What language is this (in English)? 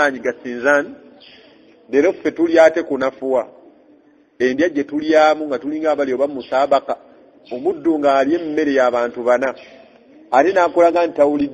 Ganda